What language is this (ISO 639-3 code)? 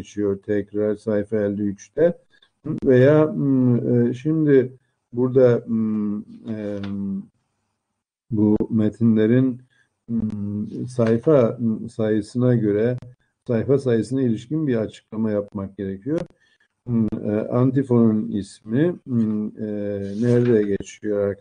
tur